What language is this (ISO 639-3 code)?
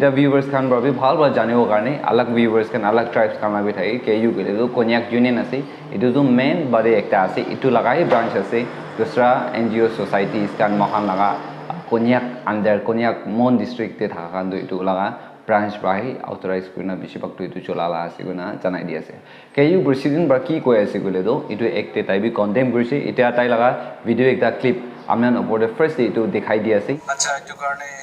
nag